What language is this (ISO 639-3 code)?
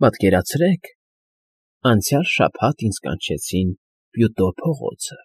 hye